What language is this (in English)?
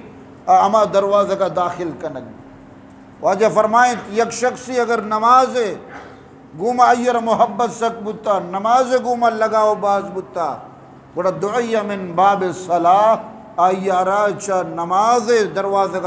Eastern Balochi